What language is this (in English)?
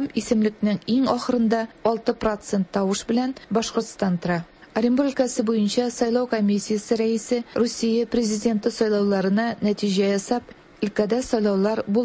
Tatar